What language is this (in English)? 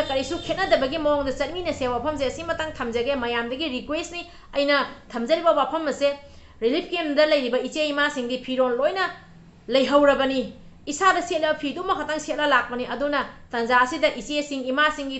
Manipuri